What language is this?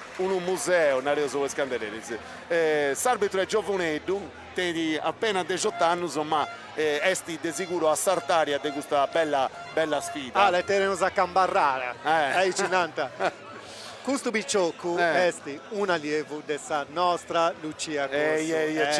Sardinian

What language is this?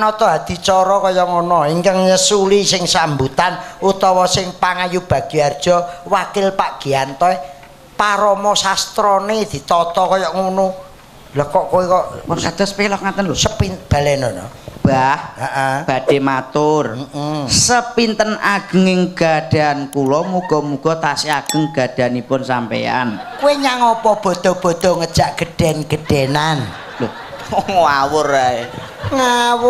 Javanese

